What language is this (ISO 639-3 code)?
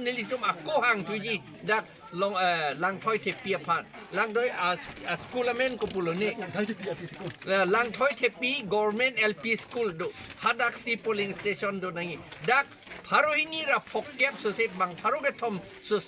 mjw